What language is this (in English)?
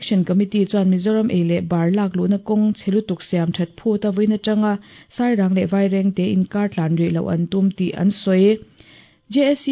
Mizo